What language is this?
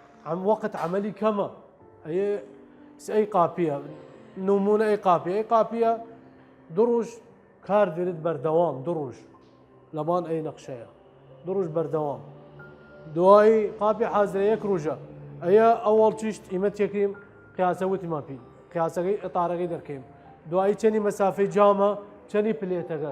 Southern Kurdish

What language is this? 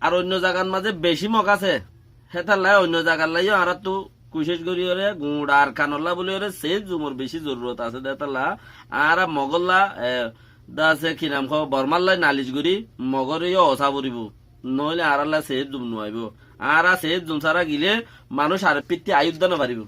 Rohingya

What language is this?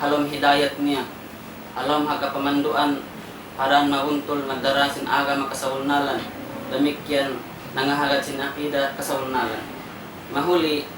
Tausug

